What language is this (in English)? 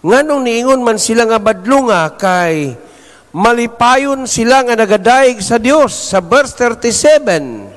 Cebuano